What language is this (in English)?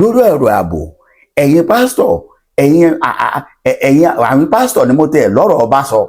Yoruba